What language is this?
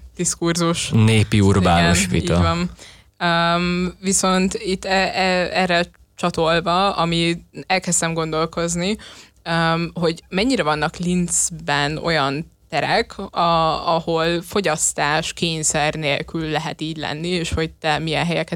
Hungarian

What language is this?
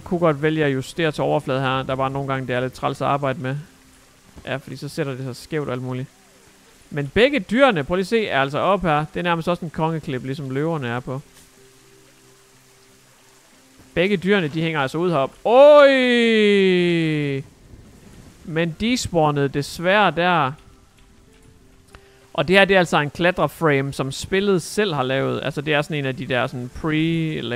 Danish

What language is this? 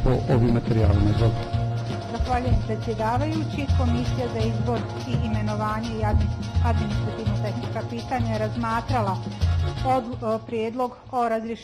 Bosnian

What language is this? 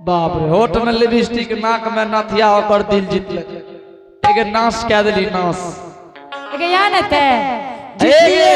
Angika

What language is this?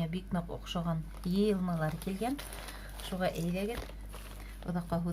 Bashkir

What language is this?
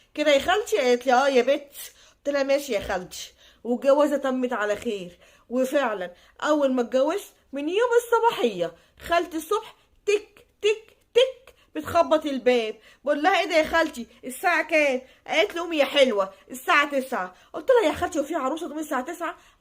Egyptian Arabic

